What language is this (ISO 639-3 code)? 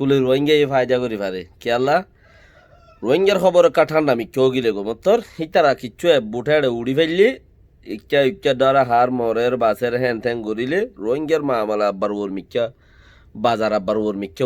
rhg